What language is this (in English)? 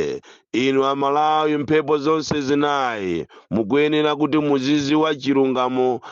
Nyanja